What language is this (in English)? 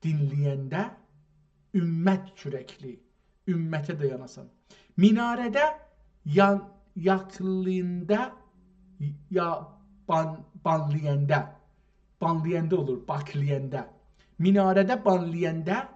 South Azerbaijani